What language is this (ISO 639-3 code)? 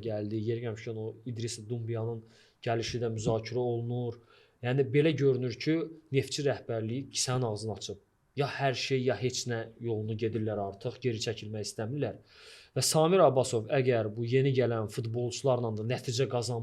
aze